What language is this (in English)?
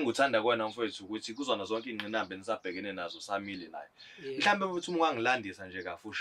Zulu